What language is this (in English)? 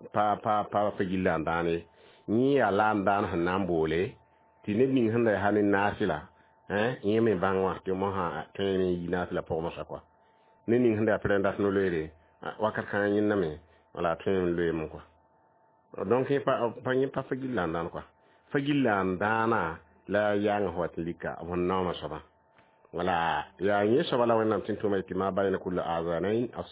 Mossi